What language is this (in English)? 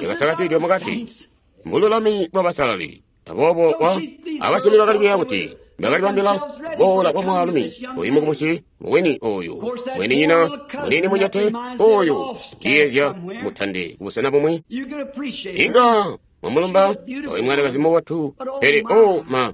Tonga (Zambia)